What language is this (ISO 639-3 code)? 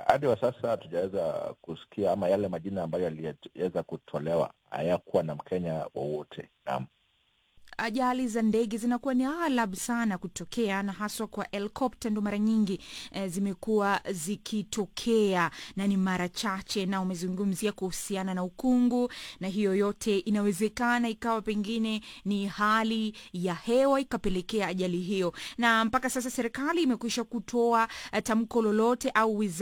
swa